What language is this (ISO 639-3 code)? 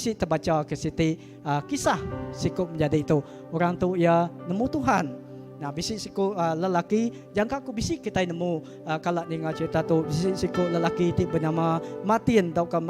iba